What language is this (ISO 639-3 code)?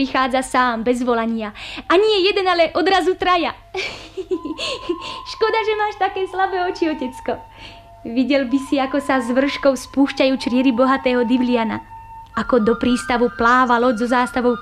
slk